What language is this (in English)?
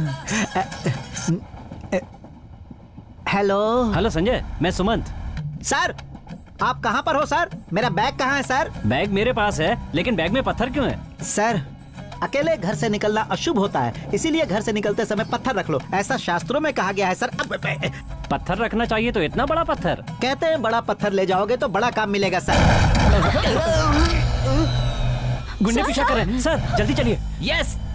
Hindi